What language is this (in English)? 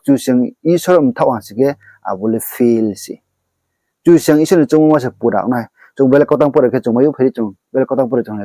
Riang (India)